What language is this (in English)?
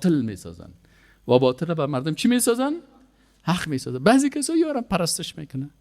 Persian